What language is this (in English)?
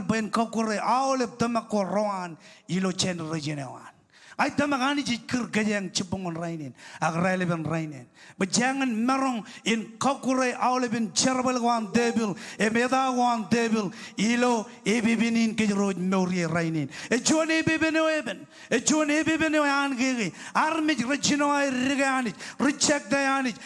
Marshallese